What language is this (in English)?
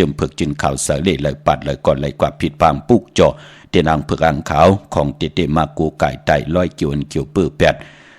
Shan